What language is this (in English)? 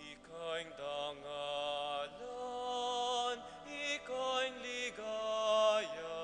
Pampanga